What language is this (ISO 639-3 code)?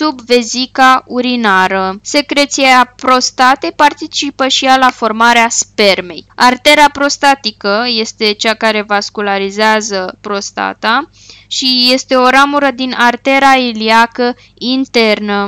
ron